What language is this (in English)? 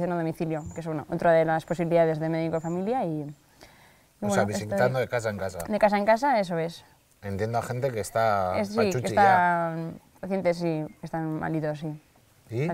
Spanish